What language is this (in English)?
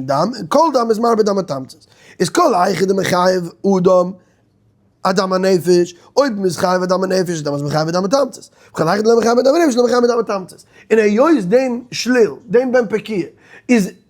Yiddish